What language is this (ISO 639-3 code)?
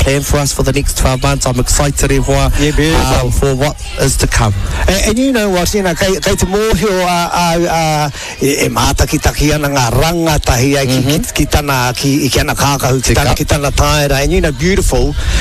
mri